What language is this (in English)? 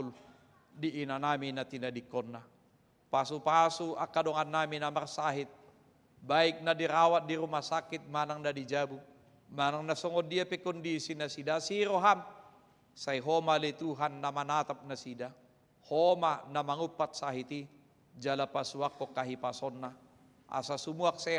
Batak Toba